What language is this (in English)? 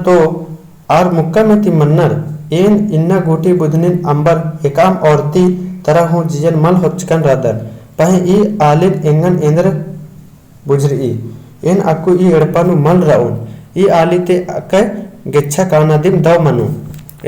Kurukh